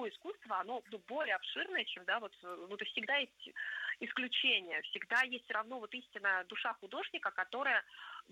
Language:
Russian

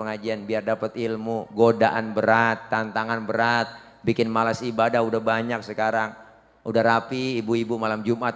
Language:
Betawi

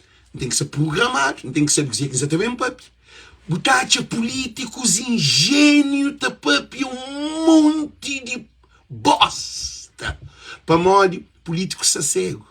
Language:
Kabuverdianu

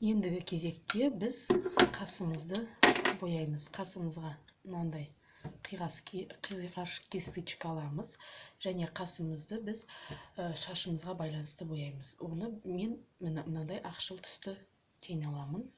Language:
Kazakh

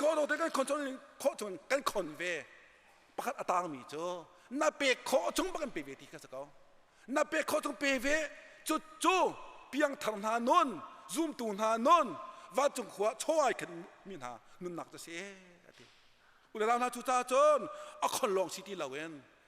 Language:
Hakha Chin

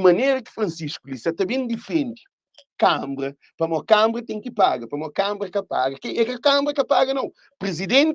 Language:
Kabuverdianu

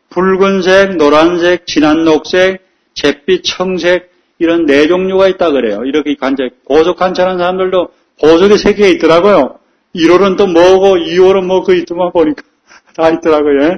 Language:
Korean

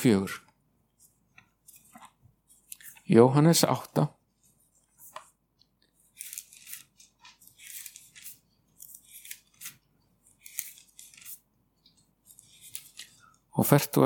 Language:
Icelandic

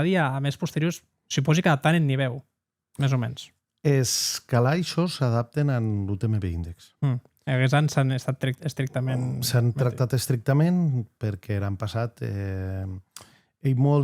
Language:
Occitan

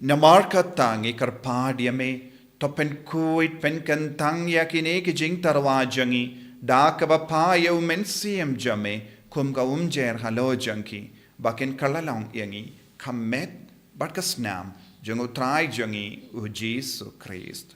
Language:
Khasi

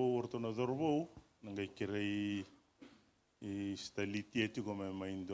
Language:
Fijian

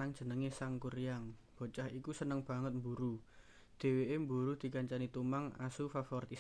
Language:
Javanese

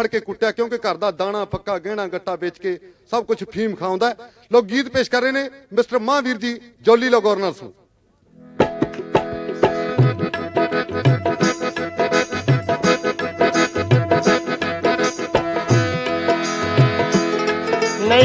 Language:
Punjabi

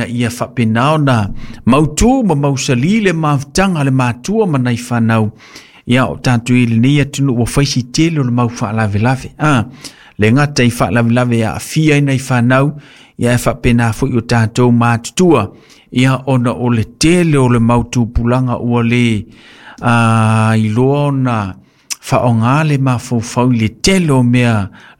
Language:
Samoan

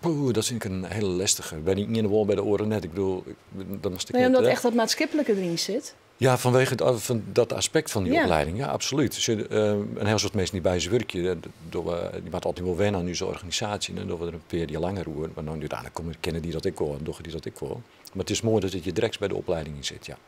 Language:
Western Frisian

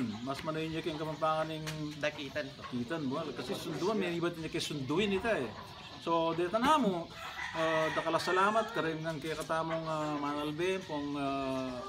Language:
Pampanga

